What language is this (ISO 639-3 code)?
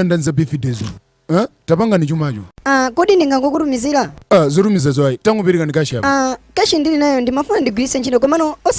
nya